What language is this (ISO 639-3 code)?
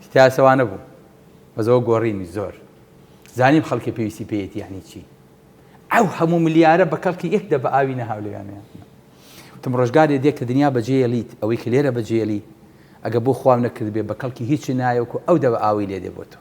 ckb